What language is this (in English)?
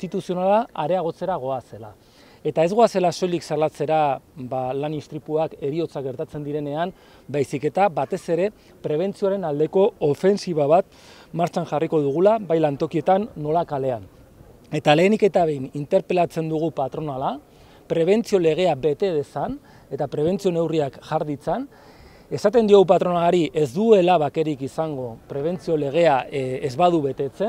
Basque